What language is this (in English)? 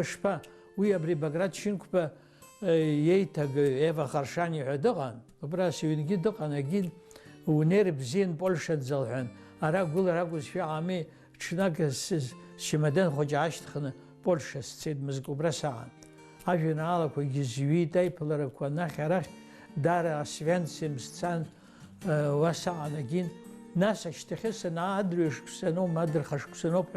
Abkhazian